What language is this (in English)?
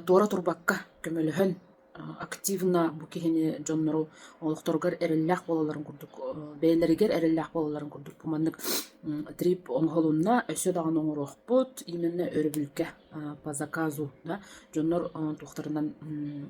Yakut